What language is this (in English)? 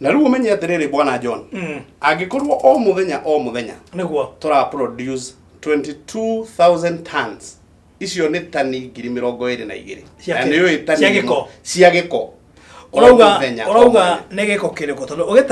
Kikuyu